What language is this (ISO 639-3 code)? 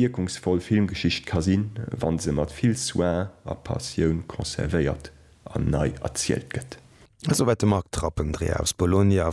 ltz